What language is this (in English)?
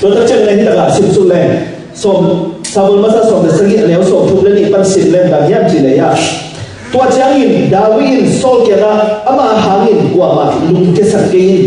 Tedim Chin